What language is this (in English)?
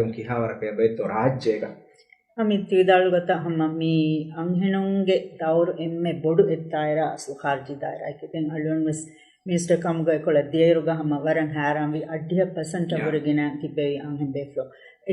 Divehi